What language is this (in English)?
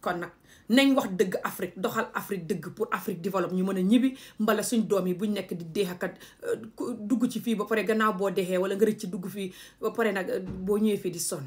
Wolof